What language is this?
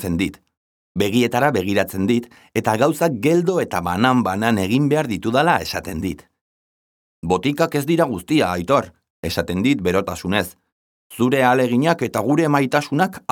Basque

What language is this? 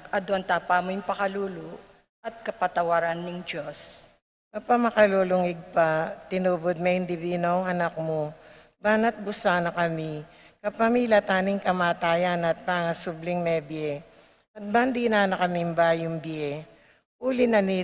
Pampanga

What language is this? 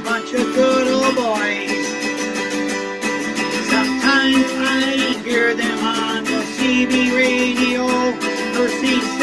English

